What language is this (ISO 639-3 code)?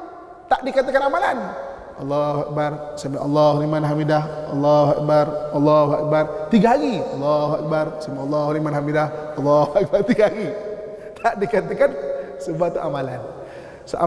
msa